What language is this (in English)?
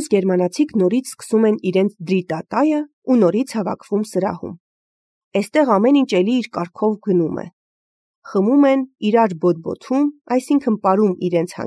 Armenian